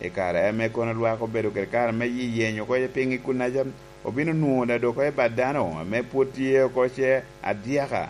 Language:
Lango (Uganda)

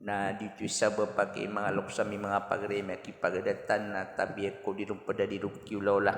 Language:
Maranao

